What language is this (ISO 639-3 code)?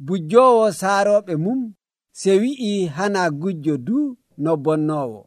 fuv